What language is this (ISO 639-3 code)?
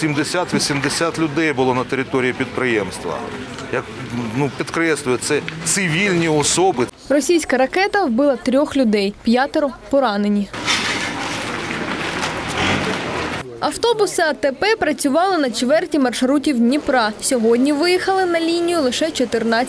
ukr